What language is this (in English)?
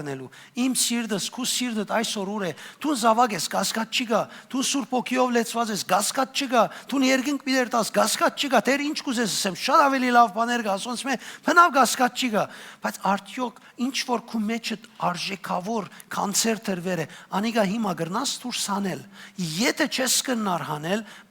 Western Armenian